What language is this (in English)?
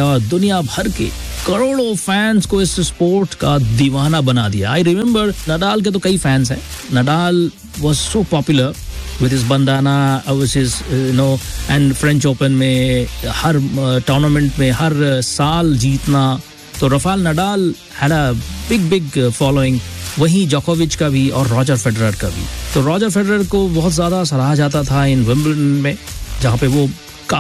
Hindi